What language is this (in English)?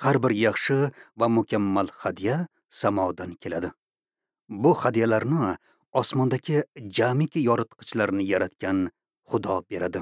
Uzbek